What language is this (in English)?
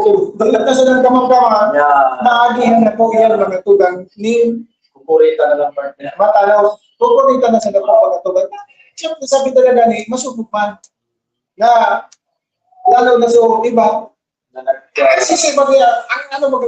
Bikol